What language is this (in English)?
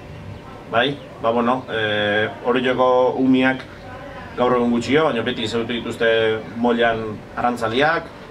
Basque